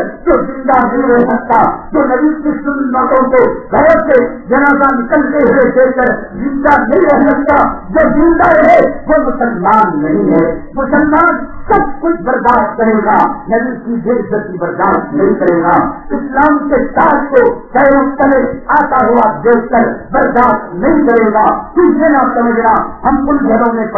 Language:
Urdu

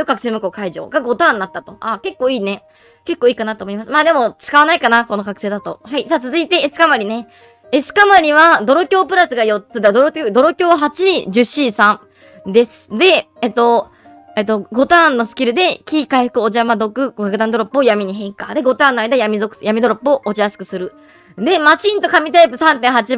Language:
Japanese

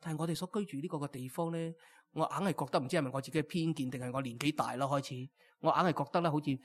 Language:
Cantonese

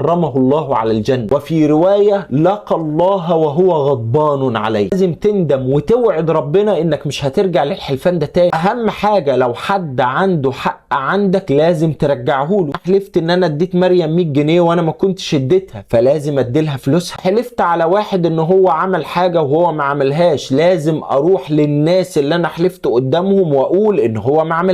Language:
Egyptian Arabic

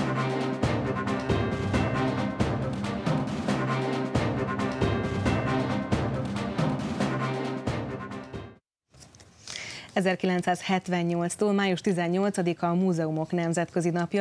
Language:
Hungarian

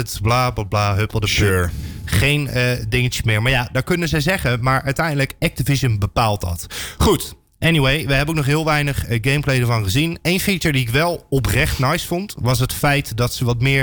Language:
Dutch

